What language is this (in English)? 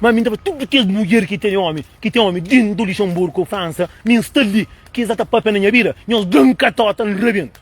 Kabuverdianu